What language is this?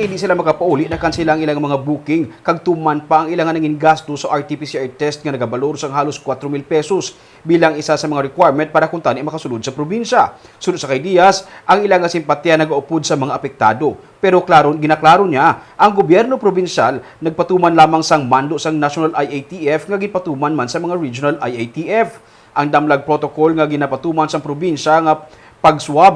Hiligaynon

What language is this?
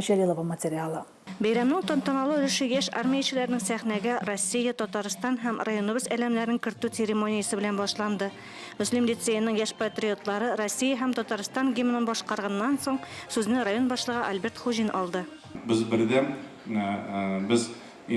Tatar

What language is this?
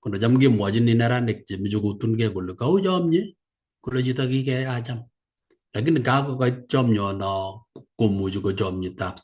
Kalenjin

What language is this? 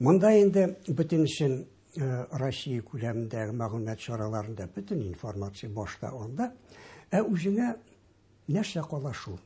Tatar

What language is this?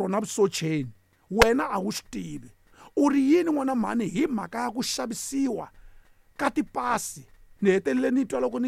Tsonga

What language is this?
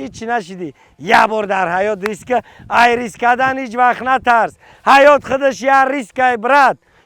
Tajik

